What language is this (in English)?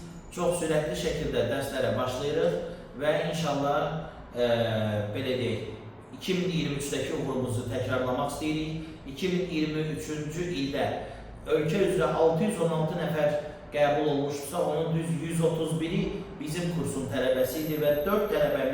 Azerbaijani